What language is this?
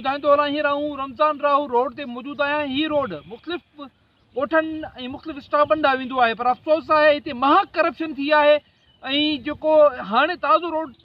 Sindhi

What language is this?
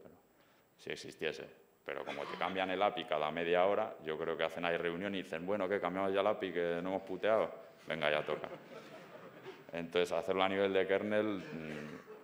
Spanish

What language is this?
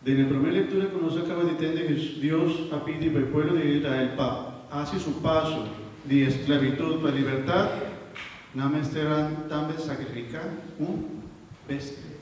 Papiamento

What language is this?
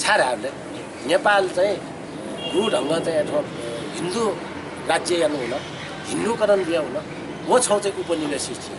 Newari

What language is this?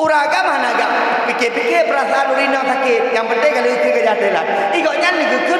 Achinese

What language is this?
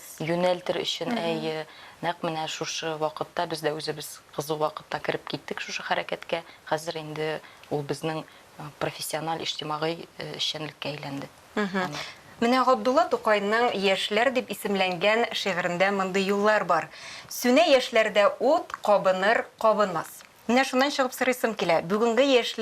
Tatar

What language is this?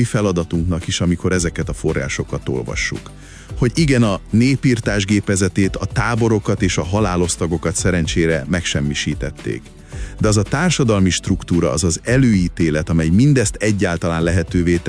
Hungarian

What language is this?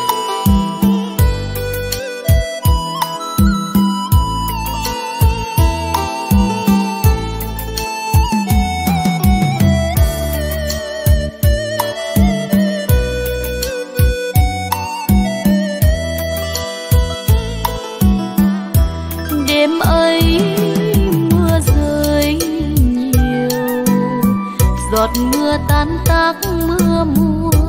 Vietnamese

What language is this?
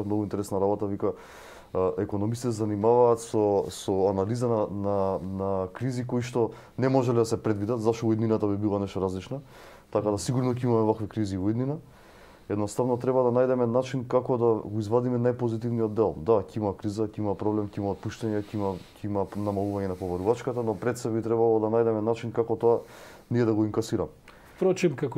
Macedonian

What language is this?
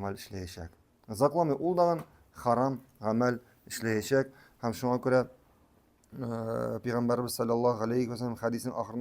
Tatar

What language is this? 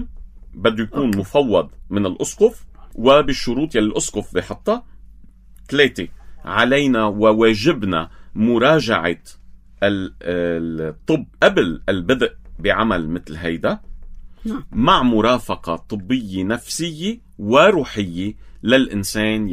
North Levantine Arabic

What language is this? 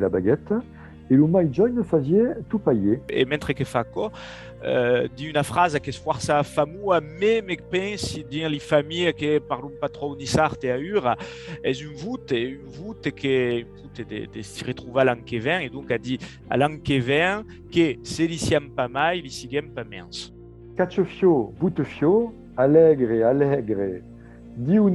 Occitan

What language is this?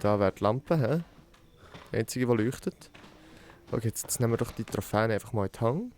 Swiss German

